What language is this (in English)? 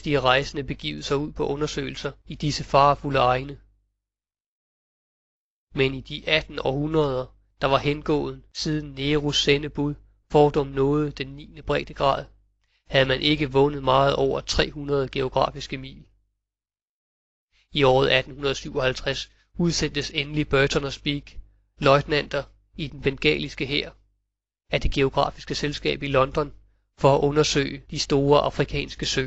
Danish